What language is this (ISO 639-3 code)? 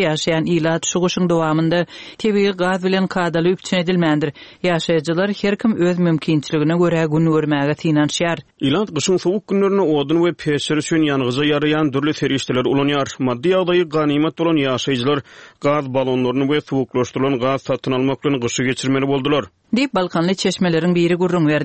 tuk